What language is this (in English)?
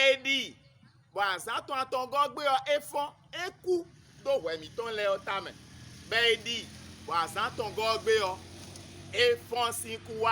Fon